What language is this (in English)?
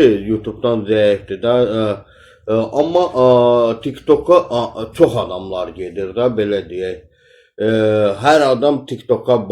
Azerbaijani